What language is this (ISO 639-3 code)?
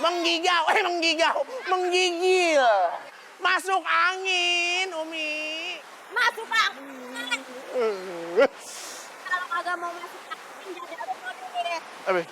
bew